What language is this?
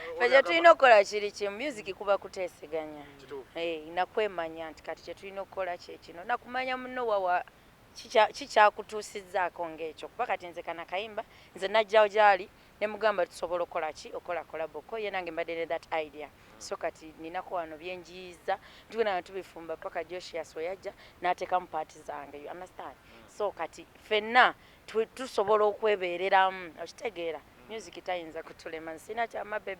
Ganda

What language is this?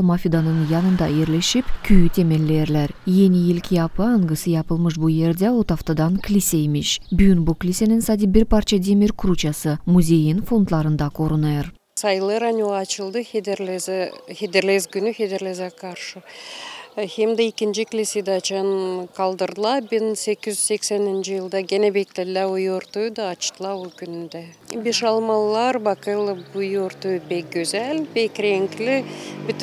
Gagauz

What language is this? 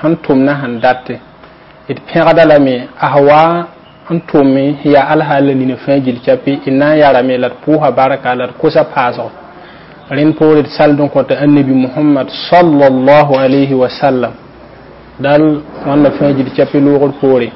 Mossi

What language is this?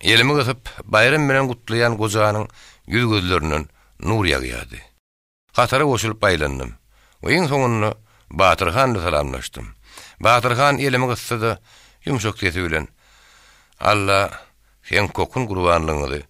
Turkmen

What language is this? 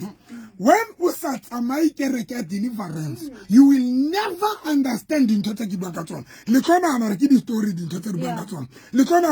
Southern Sotho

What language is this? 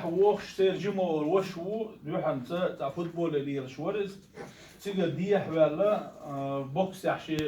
Chechen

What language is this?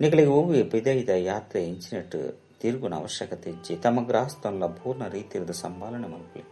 Tulu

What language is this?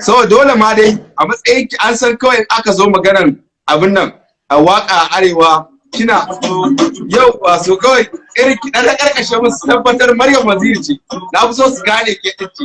Hausa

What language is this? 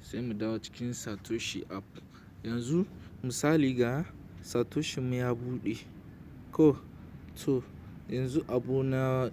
Hausa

